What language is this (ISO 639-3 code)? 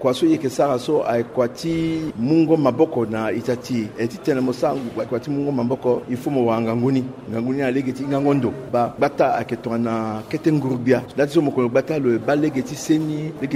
sag